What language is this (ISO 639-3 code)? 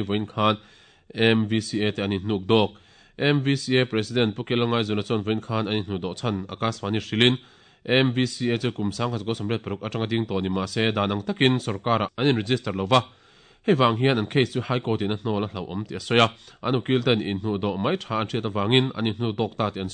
lus